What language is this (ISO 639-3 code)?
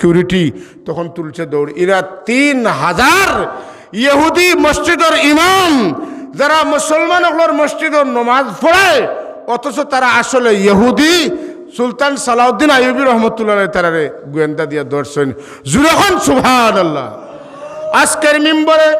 syl